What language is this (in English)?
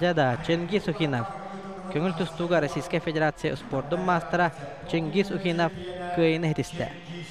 Yakut